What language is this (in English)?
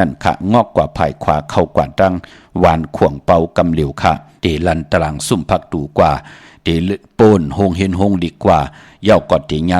Shan